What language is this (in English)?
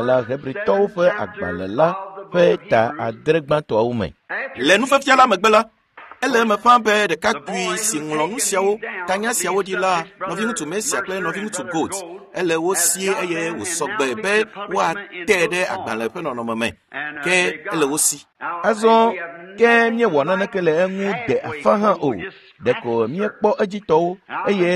Ewe